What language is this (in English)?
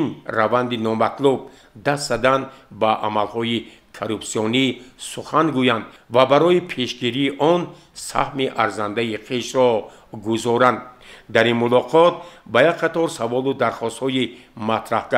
Tajik